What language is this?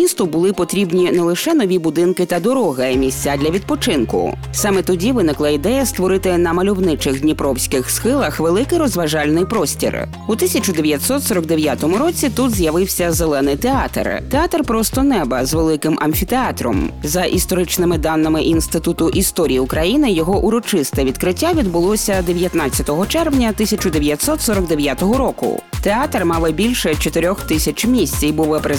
Ukrainian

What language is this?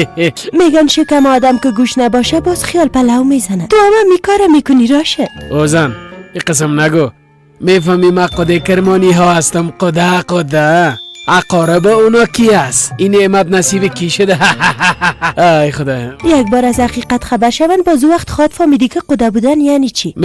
Persian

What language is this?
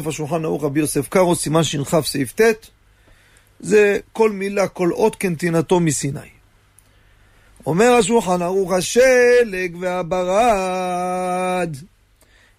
Hebrew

